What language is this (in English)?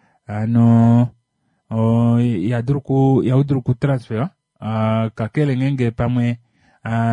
Kuanyama